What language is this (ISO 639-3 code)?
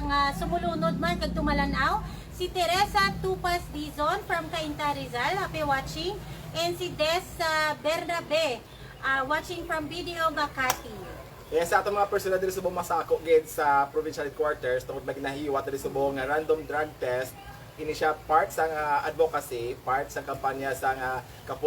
hil